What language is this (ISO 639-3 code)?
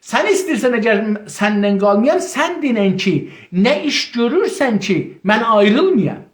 azb